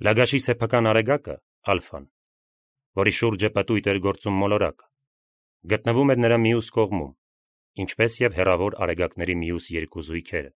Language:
Armenian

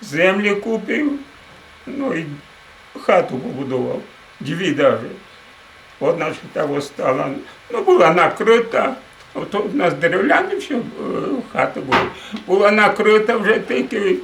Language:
Rusyn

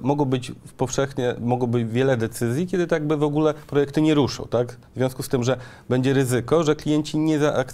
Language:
Polish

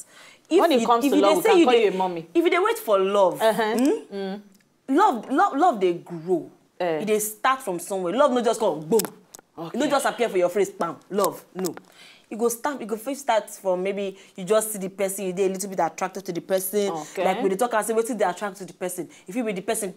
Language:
Nigerian Pidgin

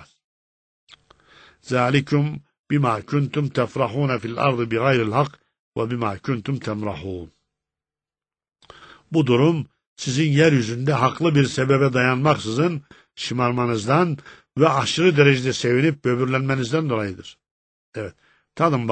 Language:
Turkish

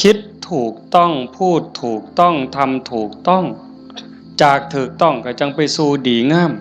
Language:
Northeastern Thai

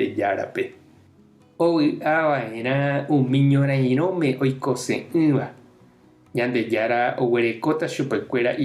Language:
Guarani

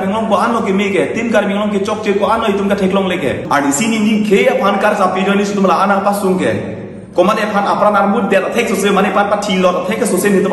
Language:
Karbi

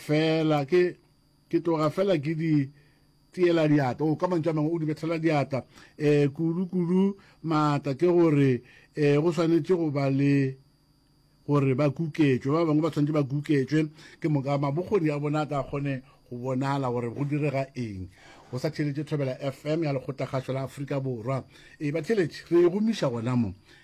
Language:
Northern Sotho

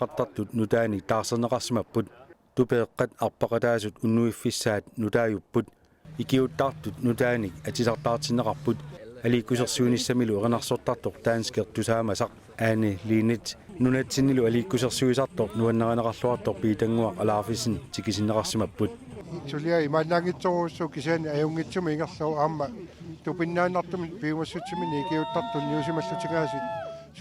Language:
Kalaallisut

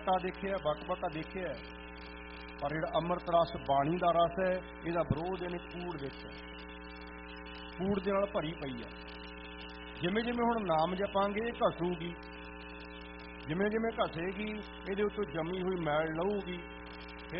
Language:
Punjabi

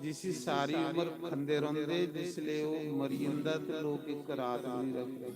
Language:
Dogri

